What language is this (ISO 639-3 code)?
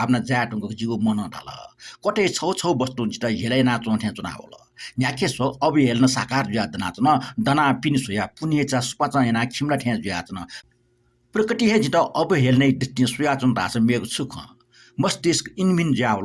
new